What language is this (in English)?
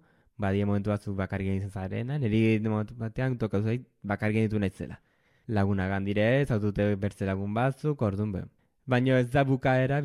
Basque